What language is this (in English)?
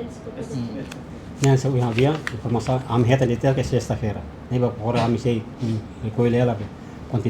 Tetum